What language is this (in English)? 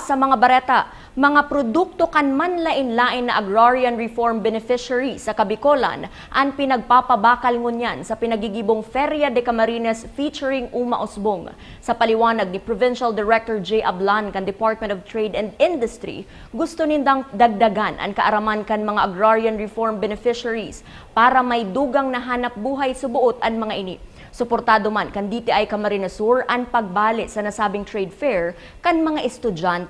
Bikol